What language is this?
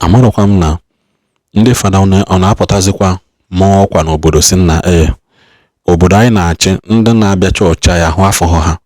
Igbo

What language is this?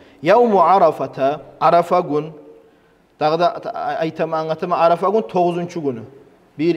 Kumyk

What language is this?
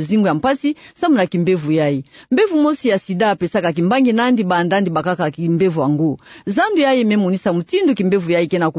Kituba (Democratic Republic of Congo)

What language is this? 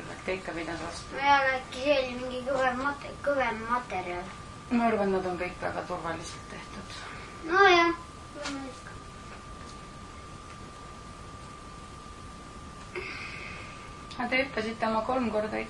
Estonian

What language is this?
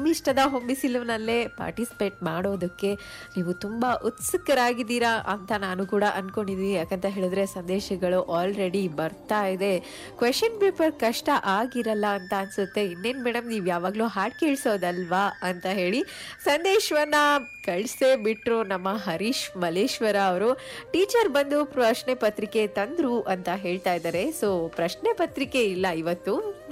Kannada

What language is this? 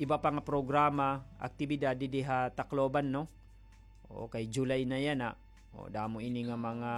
Waray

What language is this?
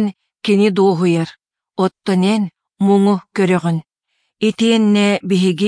Yakut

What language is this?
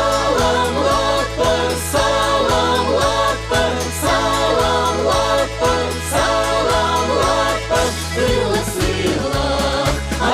Chuvash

